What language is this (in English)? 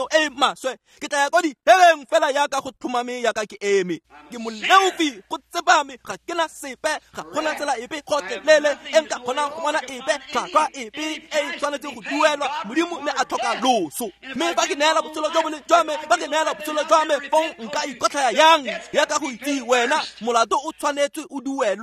Tswana